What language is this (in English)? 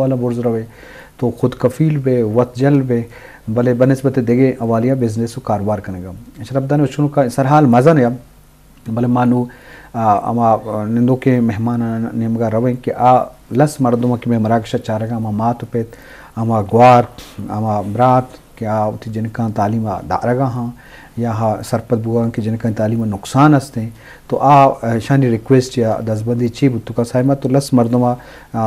Eastern Balochi